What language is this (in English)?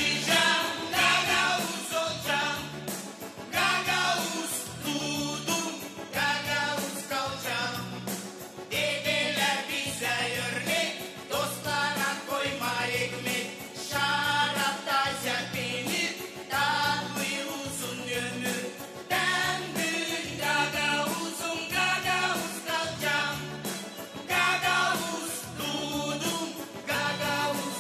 Gagauz